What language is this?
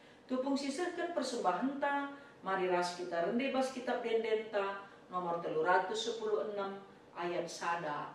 Batak Karo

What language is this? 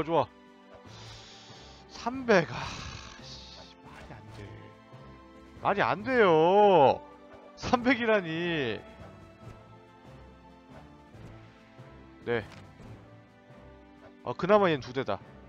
Korean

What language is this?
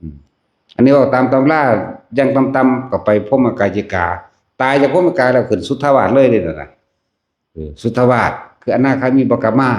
Northeastern Thai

